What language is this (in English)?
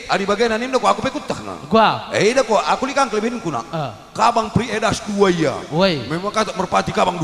Batak Karo